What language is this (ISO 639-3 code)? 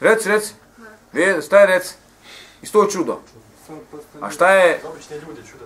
bos